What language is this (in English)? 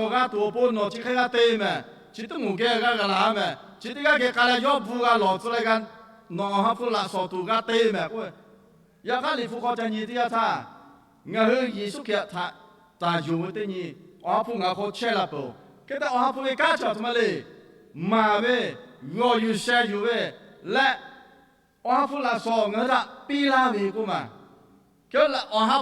Lahu